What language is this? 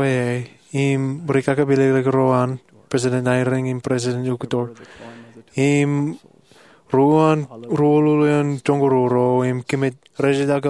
Marshallese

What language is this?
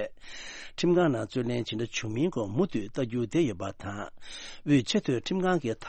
Tibetan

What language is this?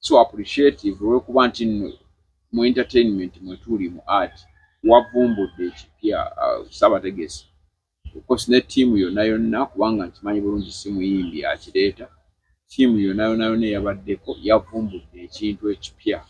Ganda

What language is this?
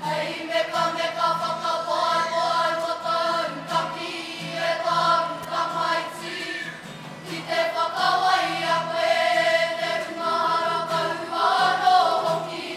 Māori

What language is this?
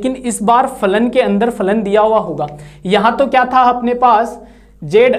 Hindi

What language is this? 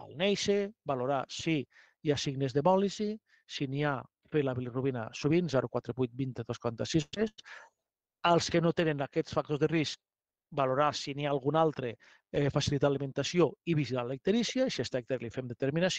Catalan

